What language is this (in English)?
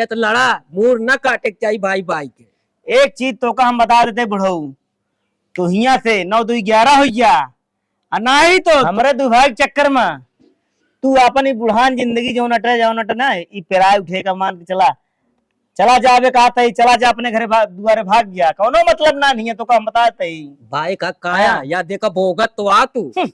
Awadhi